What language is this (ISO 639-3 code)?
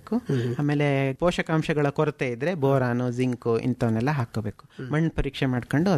kan